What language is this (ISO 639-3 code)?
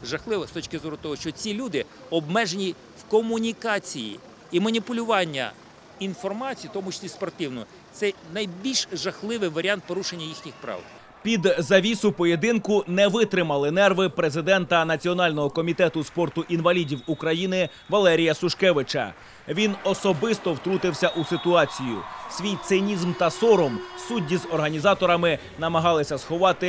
ukr